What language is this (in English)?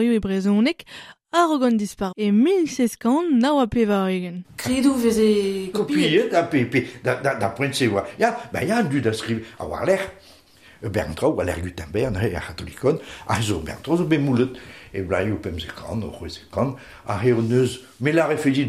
Breton